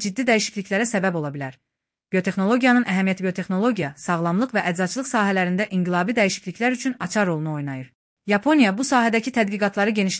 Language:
Azerbaijani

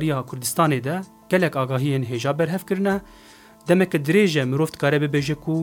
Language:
Kurdish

